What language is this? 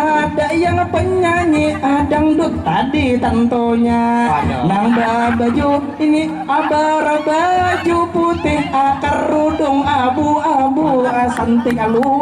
Banjar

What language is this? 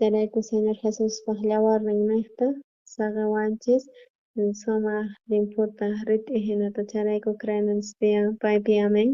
South Bolivian Quechua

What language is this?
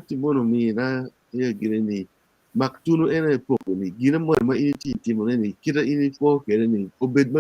Acoli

